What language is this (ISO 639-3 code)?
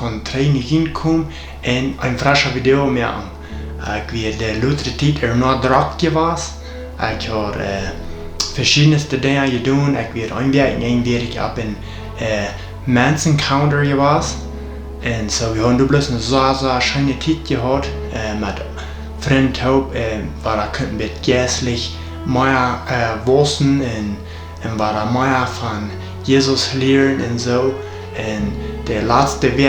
pdt